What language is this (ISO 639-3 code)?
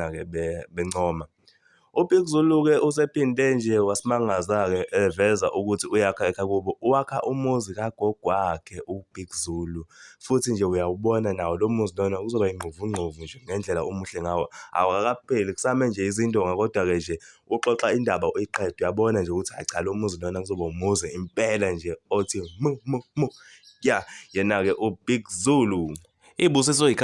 zul